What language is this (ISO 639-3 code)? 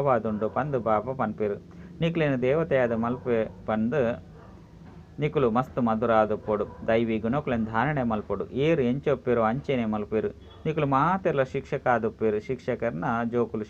tcy